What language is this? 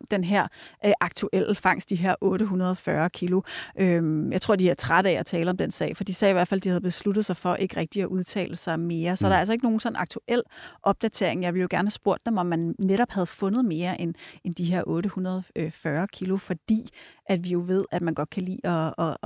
Danish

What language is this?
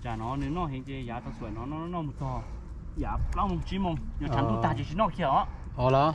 Hmong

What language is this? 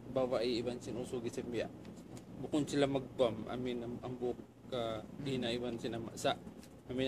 Tausug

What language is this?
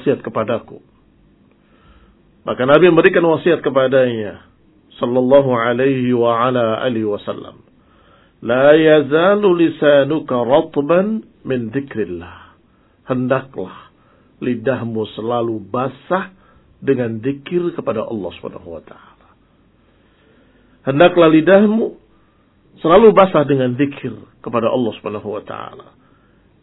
Indonesian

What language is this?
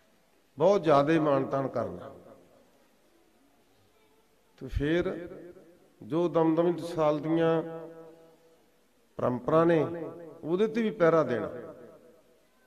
Punjabi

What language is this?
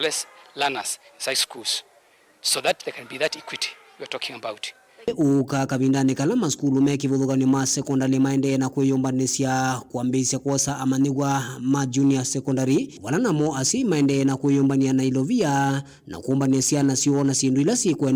Kamba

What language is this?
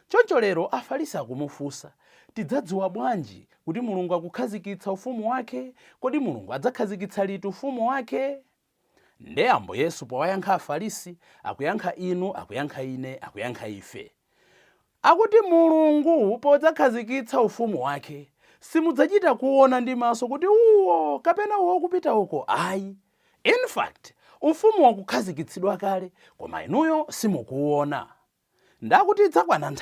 Nyanja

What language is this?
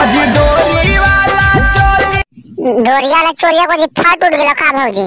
Magahi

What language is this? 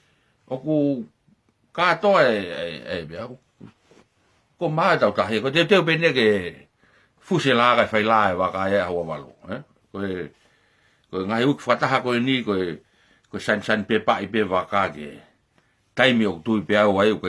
Tongan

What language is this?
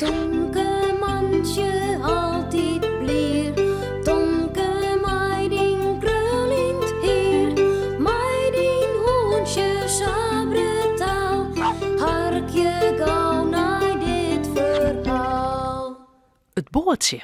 Western Frisian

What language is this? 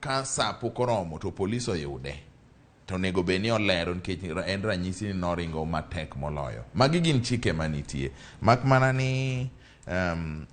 Luo (Kenya and Tanzania)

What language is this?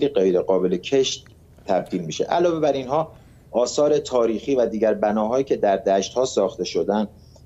Persian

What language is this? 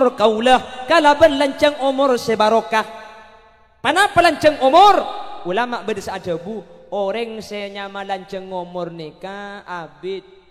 Madurese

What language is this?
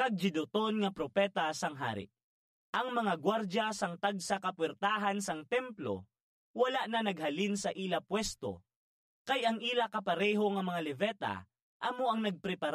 Hiligaynon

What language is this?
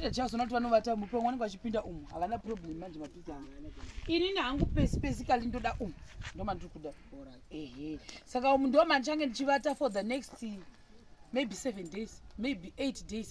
Shona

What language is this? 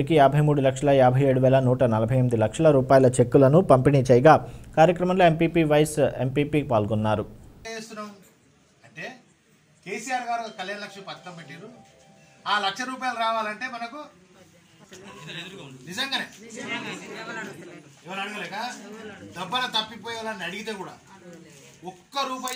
Telugu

